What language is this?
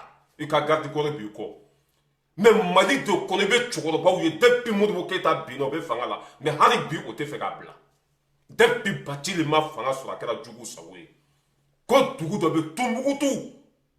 Bambara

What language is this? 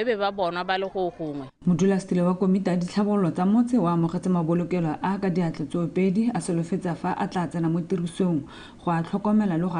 Tswana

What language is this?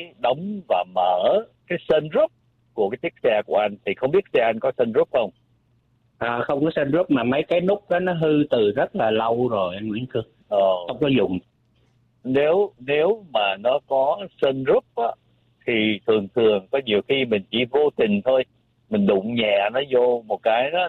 Vietnamese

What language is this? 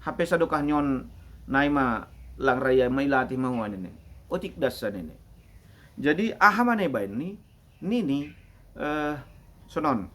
Batak Simalungun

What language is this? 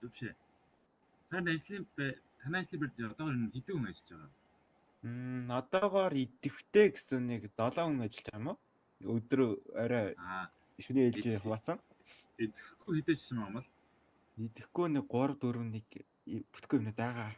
Mongolian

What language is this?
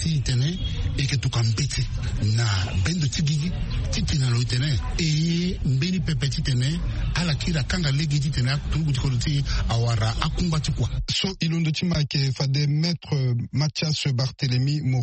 Sango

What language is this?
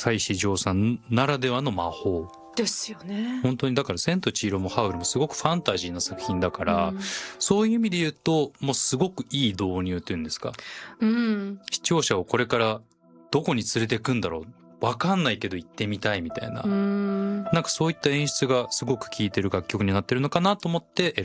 Japanese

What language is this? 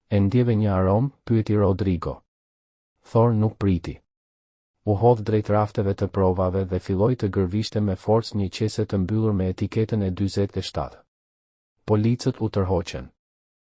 Albanian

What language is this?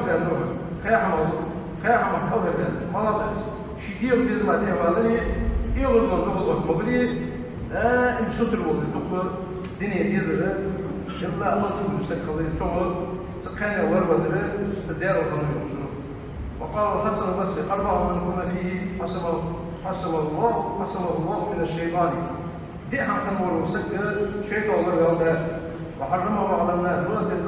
Ingush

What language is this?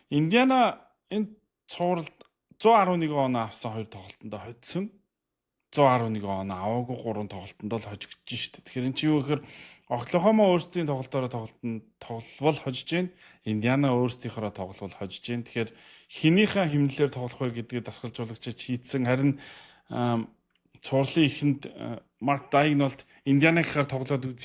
Mongolian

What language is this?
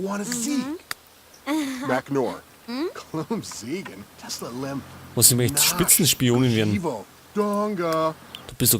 Bavarian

